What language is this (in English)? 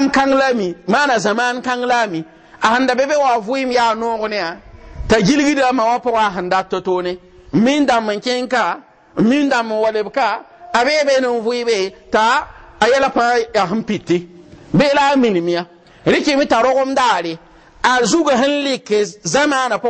Mossi